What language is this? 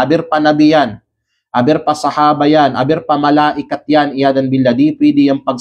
Kalagan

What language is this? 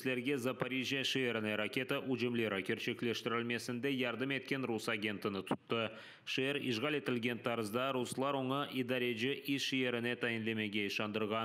Crimean Tatar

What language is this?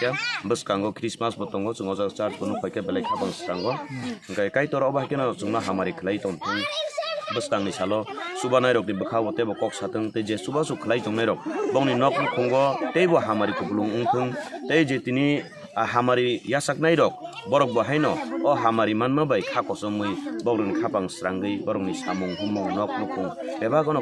Kok Borok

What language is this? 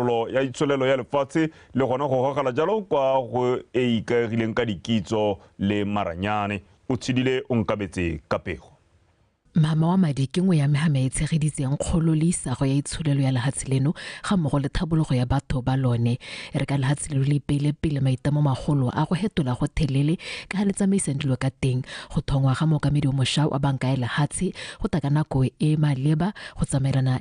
Tswana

